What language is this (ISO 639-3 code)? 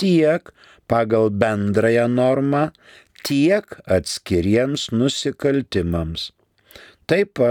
lit